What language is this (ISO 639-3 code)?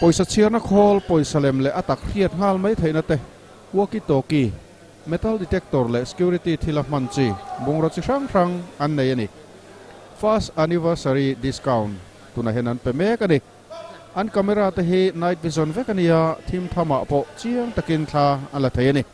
lus